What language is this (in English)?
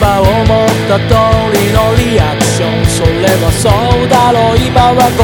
Japanese